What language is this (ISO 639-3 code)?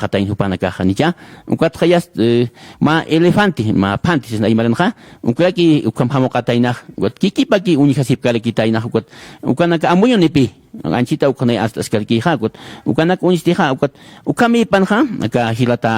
aym